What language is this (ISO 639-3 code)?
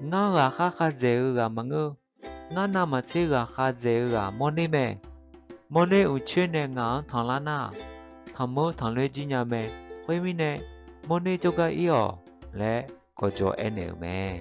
ahk